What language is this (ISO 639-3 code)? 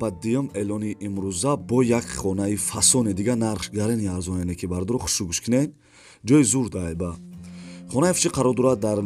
tgk